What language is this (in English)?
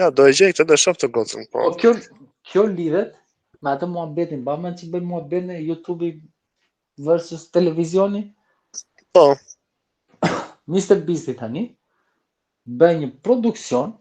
Albanian